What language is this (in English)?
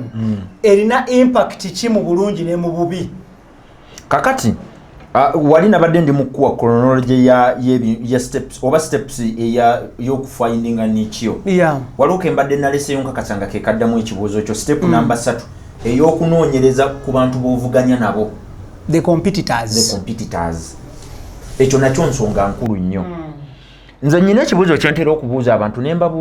Ganda